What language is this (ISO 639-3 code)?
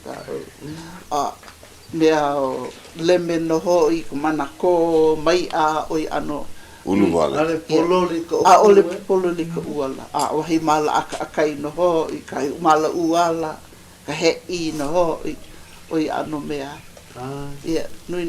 haw